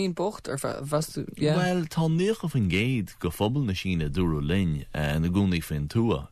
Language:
Irish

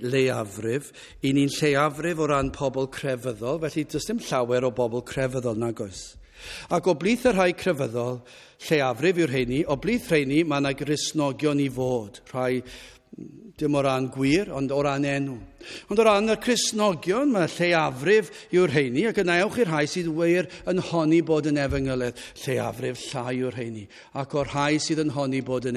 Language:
Welsh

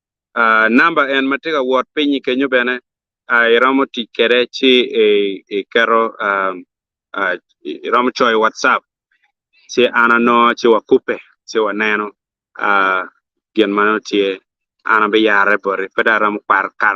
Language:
Acoli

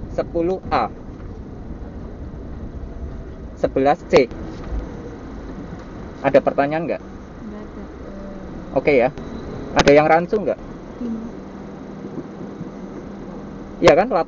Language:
Indonesian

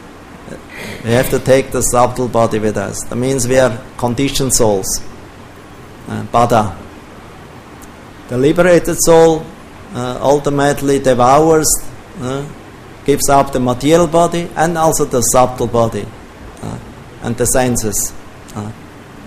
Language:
English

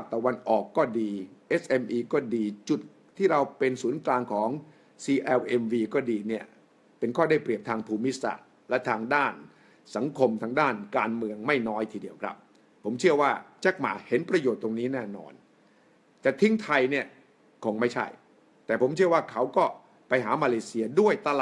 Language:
Thai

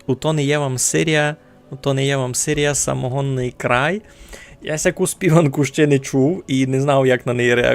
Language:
Rusyn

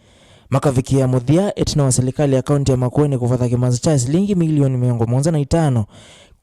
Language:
Kamba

